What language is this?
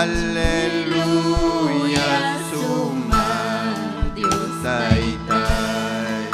Ayacucho Quechua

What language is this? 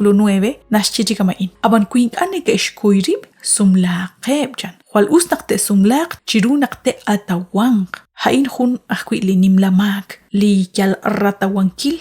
Kekchí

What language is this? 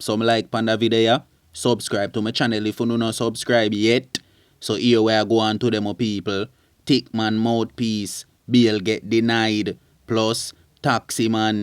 Jamaican Creole English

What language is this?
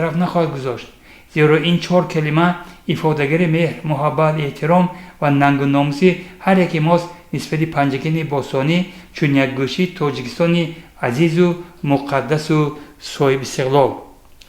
Tajik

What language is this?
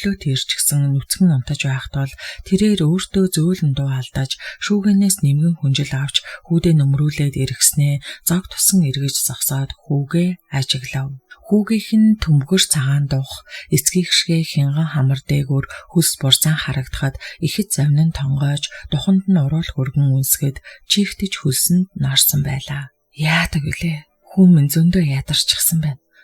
Mongolian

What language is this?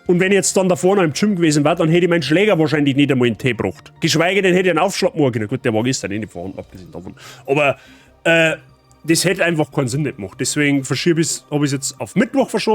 Bavarian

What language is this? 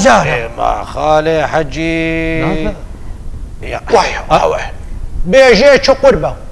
Kurdish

